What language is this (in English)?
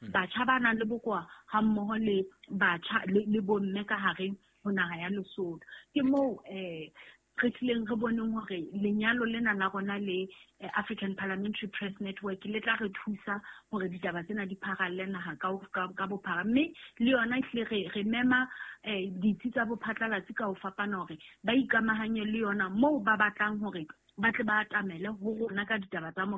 Southern Sotho